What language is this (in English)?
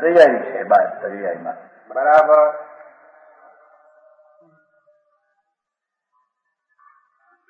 Gujarati